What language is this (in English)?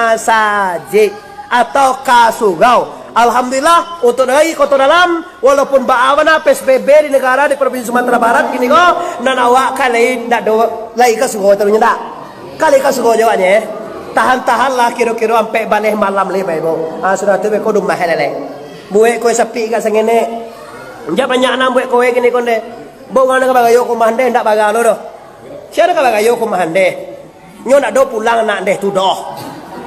Minangkabau